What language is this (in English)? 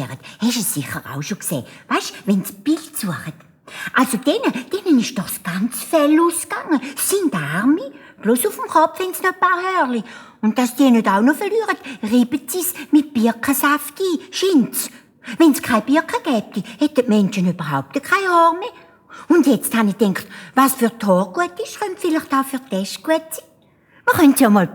Swiss German